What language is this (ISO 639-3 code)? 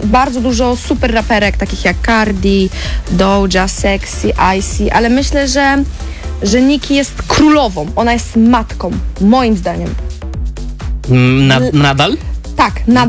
pol